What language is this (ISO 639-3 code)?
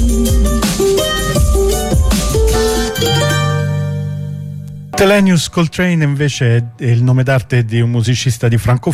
ita